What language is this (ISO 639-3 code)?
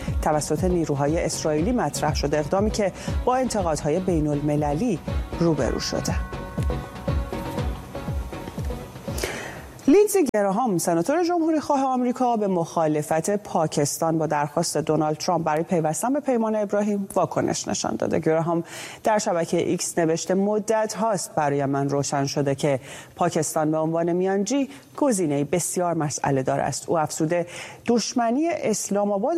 fas